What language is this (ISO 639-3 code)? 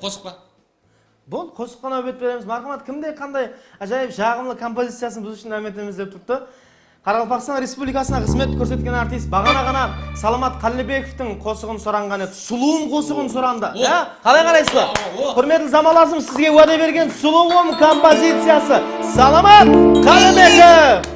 kaa